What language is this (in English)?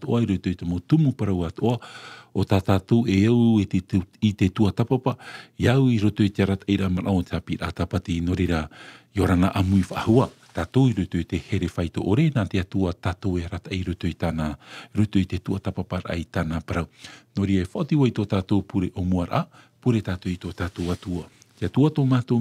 Tahitian